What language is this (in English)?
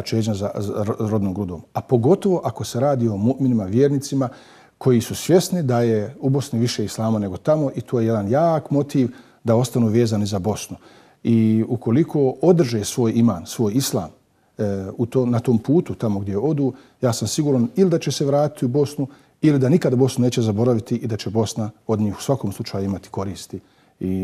Bosnian